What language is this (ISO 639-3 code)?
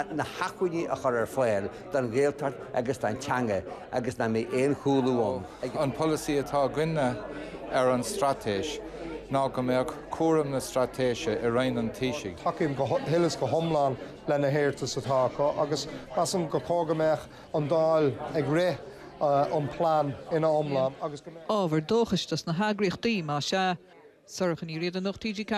gle